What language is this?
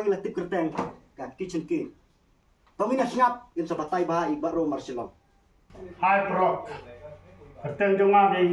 Khasi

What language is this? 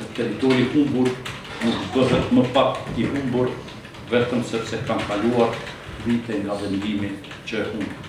Albanian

